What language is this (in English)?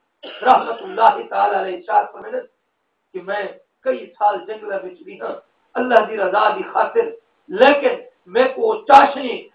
Saraiki